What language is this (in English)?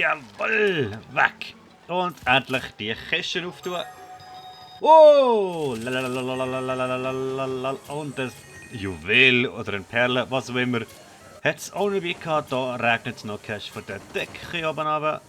Swiss German